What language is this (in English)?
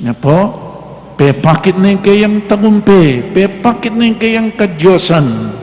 Pampanga